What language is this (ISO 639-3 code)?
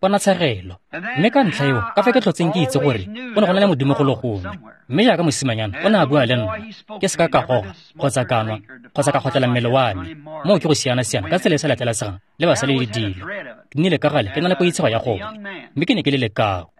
tsn